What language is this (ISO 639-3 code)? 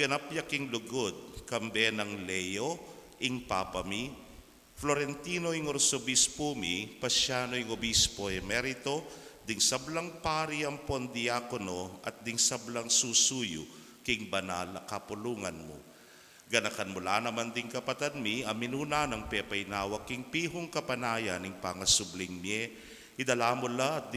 pam